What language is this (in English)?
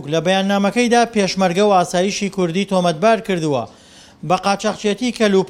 Central Kurdish